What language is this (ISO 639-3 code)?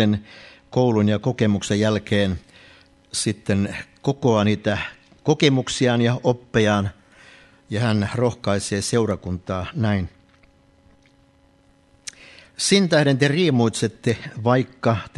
fin